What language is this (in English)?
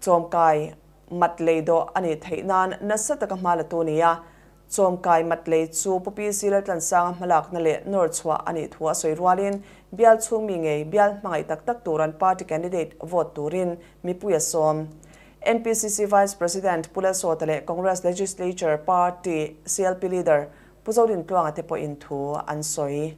Mizo